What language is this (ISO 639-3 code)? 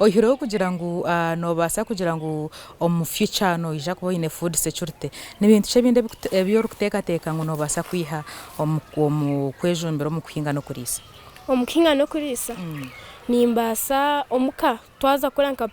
nyn